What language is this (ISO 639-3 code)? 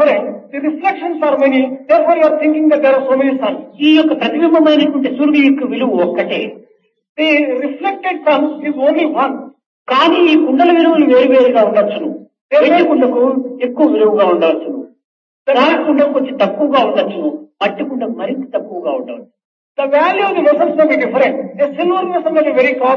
tel